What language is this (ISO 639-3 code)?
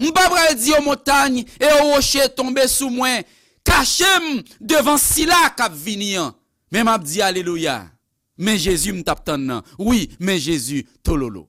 hat